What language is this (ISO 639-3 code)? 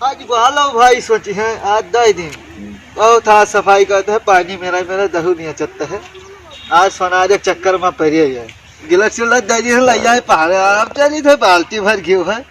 awa